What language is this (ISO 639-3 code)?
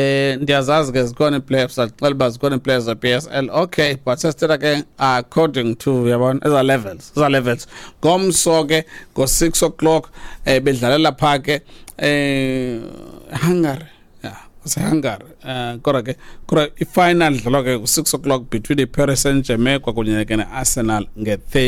xho